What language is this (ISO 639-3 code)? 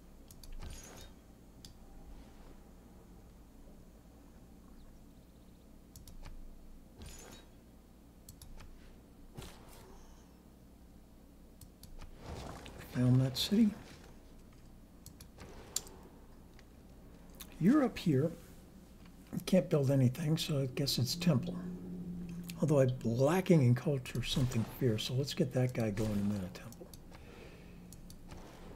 eng